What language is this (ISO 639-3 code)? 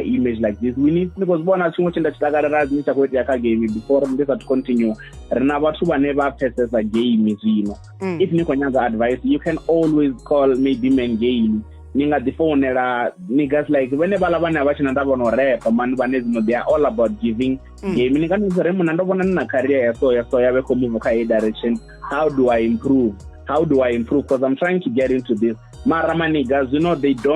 ven